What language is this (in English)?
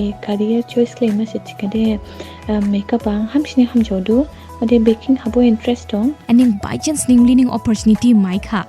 Dimasa